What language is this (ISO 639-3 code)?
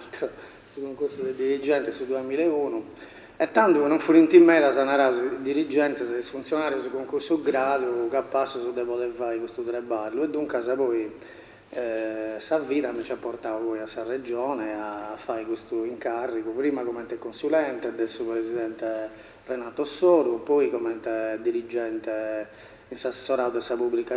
srd